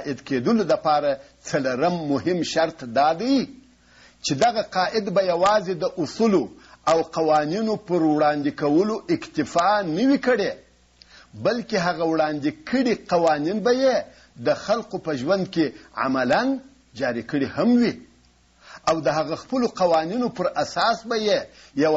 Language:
Pashto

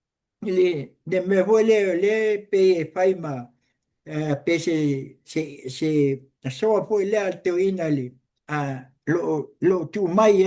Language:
Samoan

